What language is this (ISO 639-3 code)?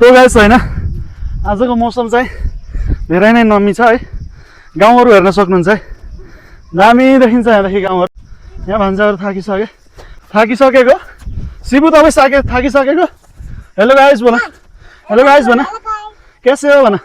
nep